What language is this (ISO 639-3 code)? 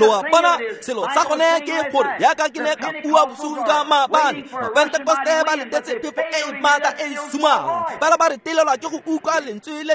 tsn